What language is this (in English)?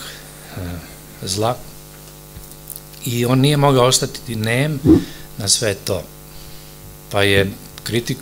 Serbian